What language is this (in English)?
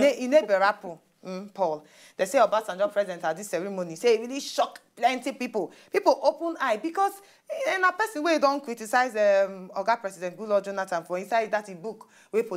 Nigerian Pidgin